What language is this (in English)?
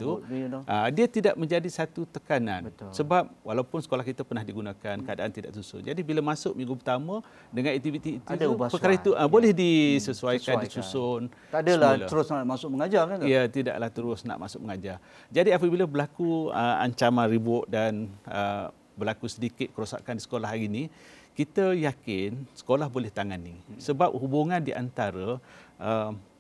Malay